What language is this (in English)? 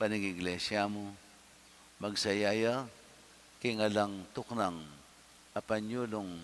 Pampanga